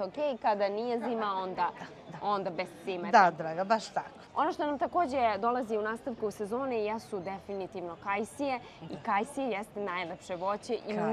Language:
Serbian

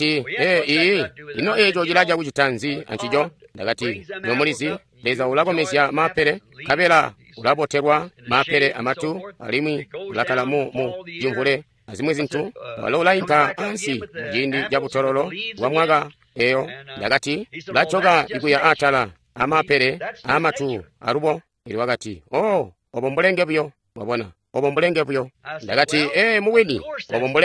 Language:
Tonga (Zambia)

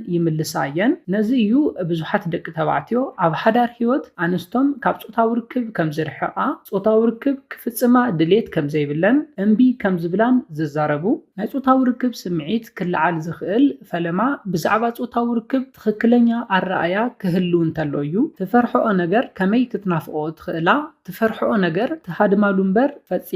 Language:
Tigrinya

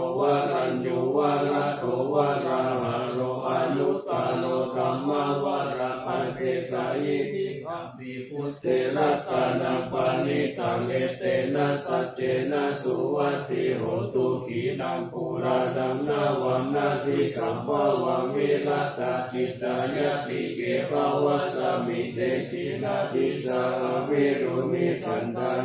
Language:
Pali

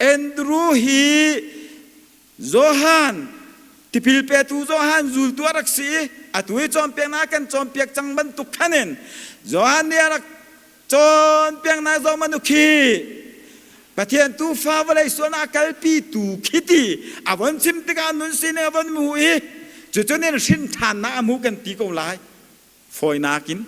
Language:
Hakha Chin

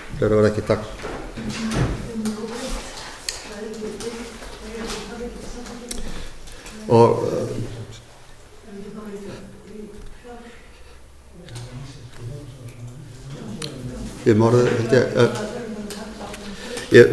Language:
Icelandic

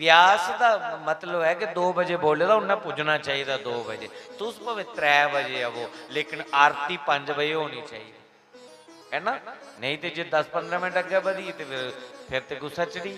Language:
Dogri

